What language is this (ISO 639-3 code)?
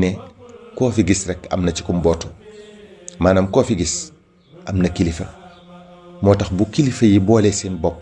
wol